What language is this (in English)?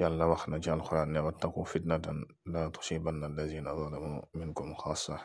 Wolof